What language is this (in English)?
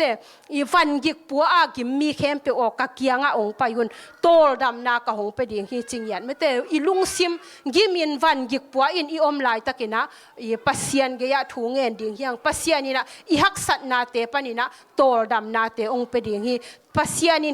Tedim Chin